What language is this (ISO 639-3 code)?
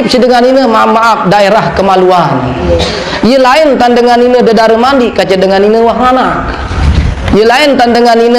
sas